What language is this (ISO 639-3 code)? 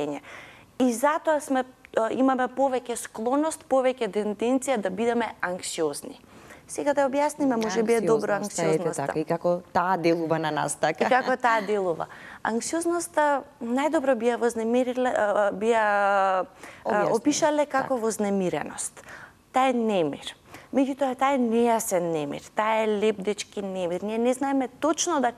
mkd